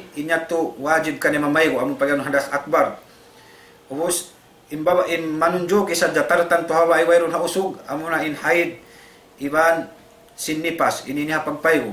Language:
Tausug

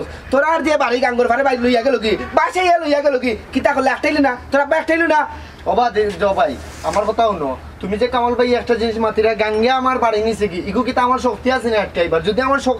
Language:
Sylheti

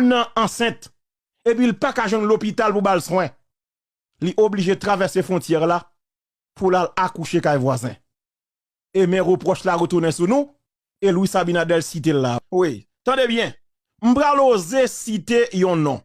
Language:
Haitian Creole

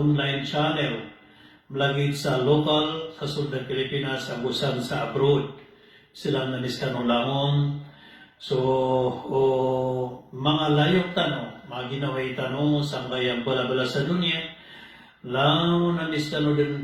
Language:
Maranao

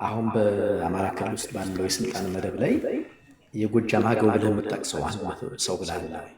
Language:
Amharic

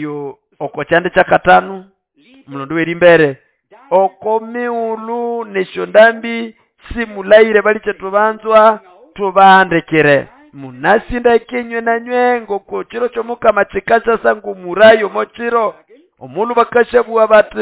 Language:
Nande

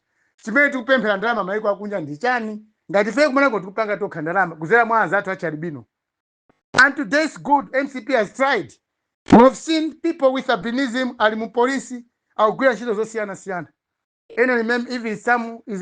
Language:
Nyanja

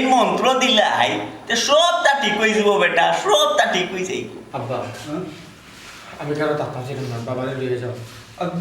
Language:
Sylheti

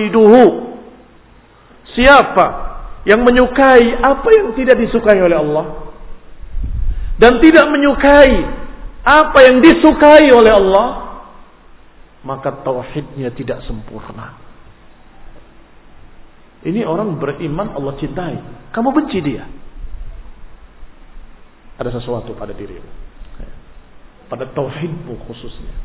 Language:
Indonesian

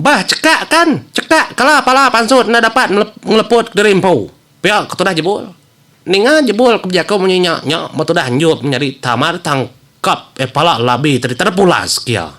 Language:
Iban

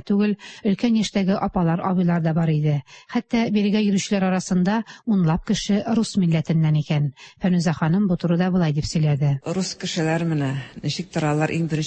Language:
Tatar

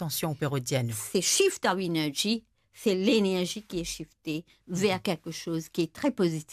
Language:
Morisyen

